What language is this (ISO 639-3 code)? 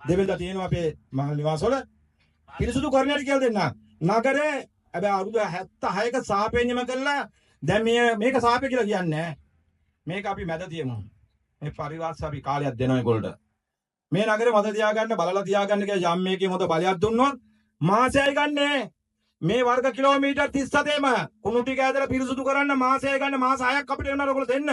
sin